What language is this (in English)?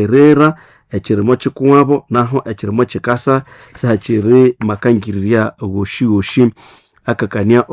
Nande